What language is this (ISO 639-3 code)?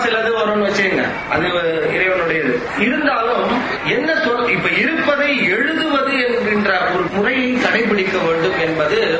tam